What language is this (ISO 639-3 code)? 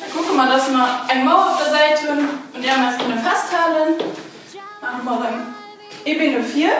ltz